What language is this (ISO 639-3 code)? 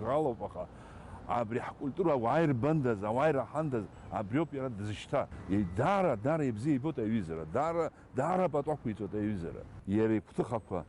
abk